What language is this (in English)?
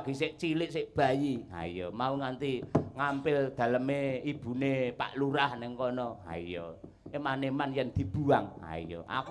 Javanese